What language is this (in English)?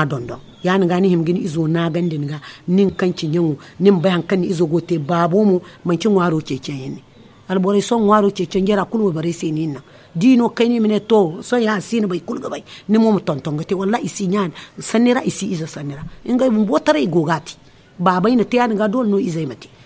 Zarma